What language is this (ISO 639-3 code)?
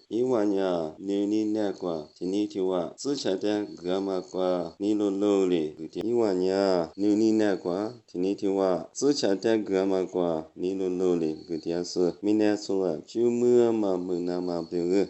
lis